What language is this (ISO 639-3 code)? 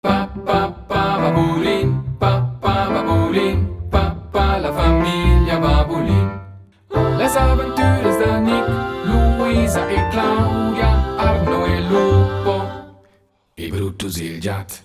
roh